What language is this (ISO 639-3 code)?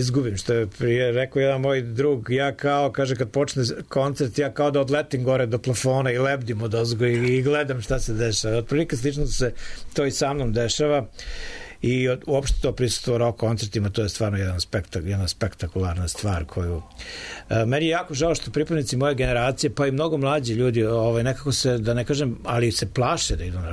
srp